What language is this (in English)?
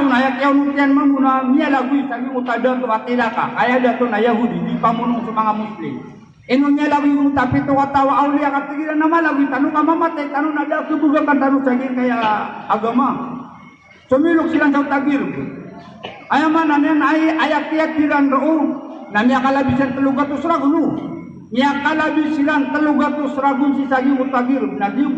Maranao